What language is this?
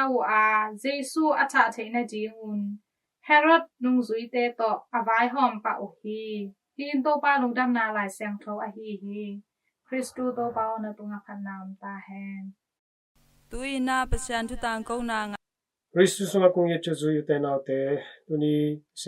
Tedim Chin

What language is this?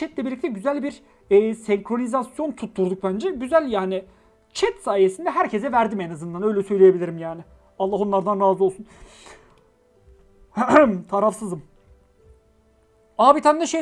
Turkish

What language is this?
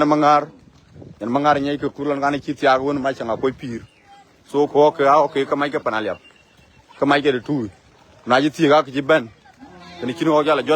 Dinka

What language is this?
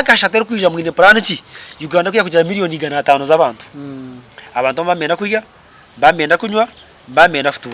Nyankole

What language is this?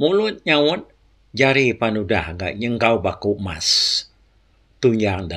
Iban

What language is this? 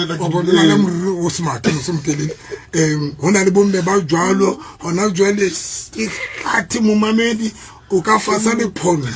Southern Sotho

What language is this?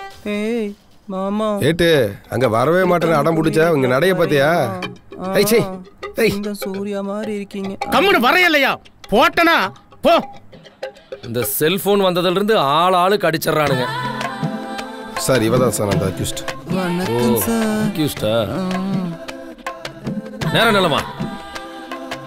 Tamil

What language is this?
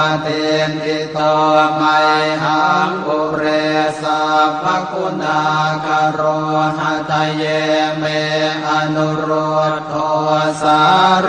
Pali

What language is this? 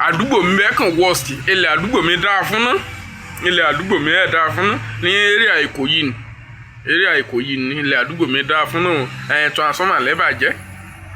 Yoruba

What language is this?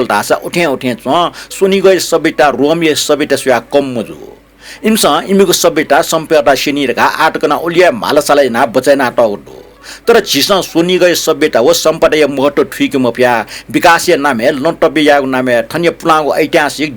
Newari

